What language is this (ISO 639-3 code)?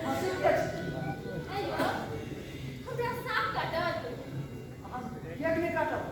mai